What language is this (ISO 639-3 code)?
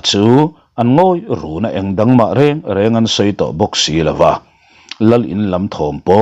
lus